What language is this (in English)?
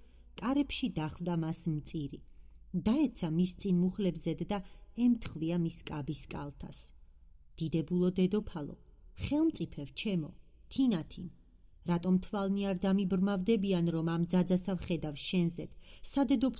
Georgian